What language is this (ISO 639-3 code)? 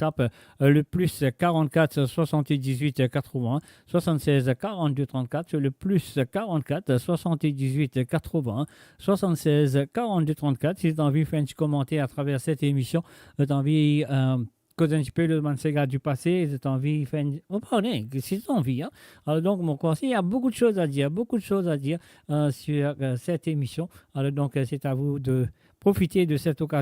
mfe